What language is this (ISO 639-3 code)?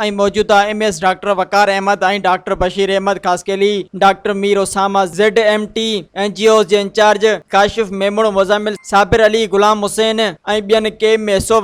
snd